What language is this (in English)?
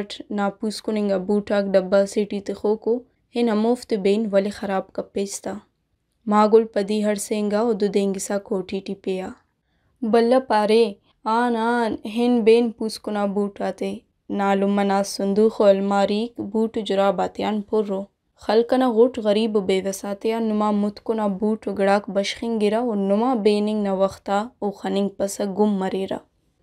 Brahui